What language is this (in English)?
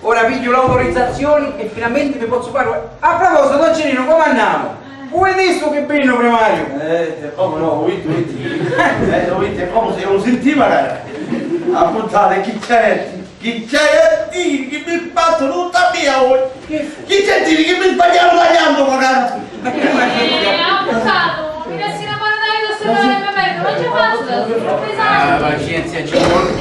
Sicilian